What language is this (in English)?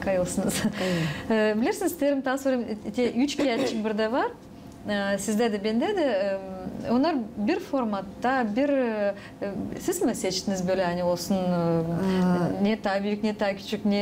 Gagauz